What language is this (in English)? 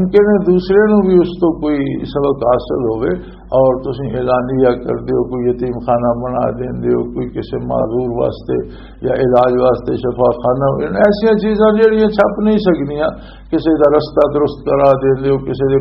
Western Panjabi